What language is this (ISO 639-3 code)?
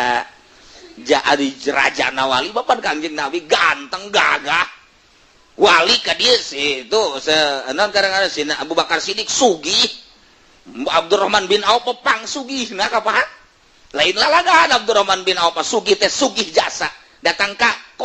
sun